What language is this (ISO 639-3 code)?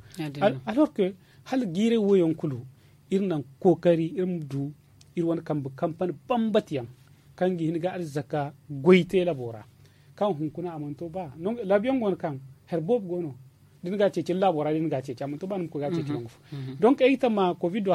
dje